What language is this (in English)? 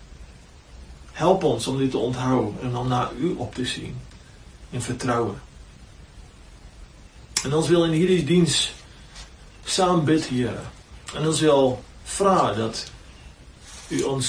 Afrikaans